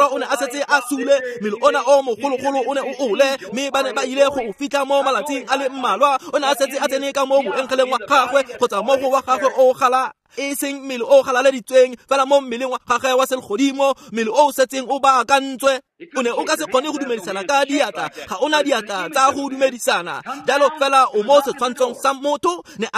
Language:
Tswana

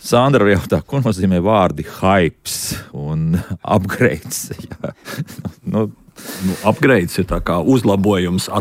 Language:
Latvian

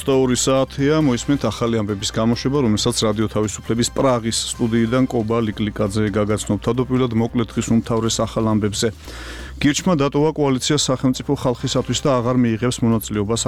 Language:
Georgian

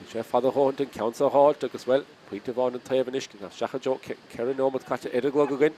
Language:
Irish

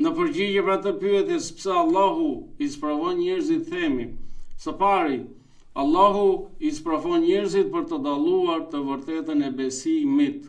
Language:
Albanian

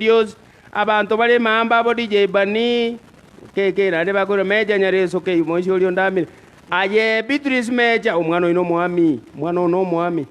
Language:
Gusii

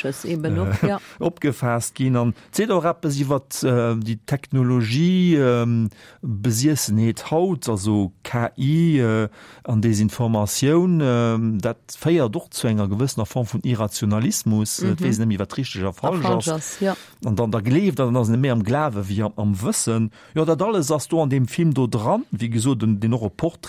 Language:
Luxembourgish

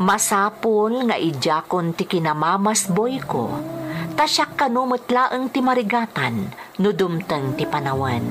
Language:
Iloko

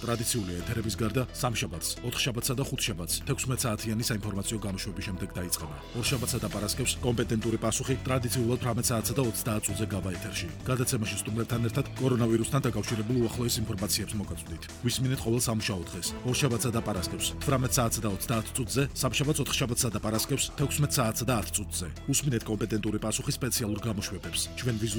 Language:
Georgian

